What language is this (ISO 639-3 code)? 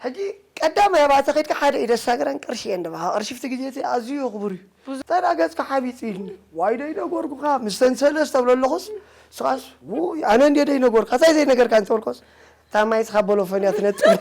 tir